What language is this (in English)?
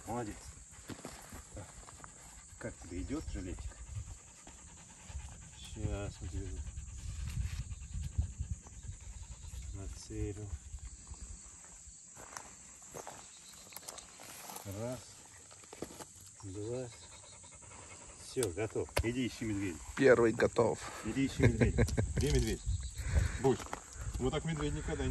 Russian